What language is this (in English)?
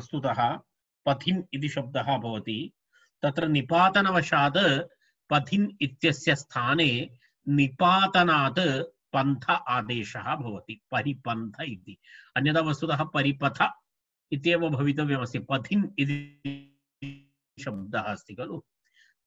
Sanskrit